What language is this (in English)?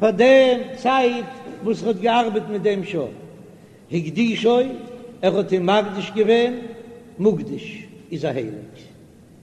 Yiddish